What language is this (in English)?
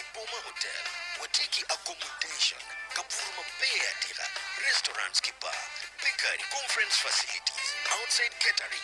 Acoli